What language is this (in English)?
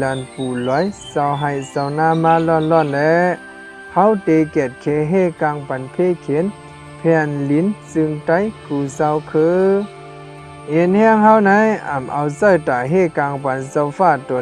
Shan